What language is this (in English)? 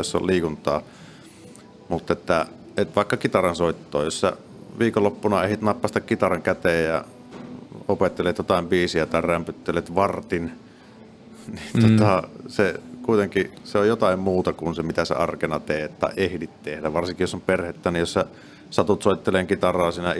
Finnish